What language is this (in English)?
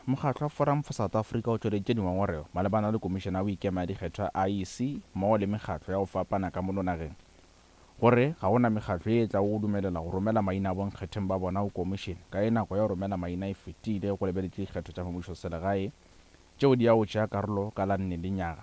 Northern Sotho